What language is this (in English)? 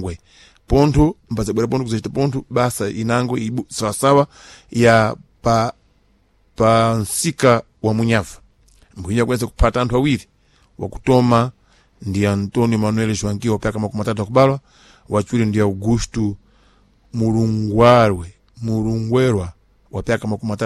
Sena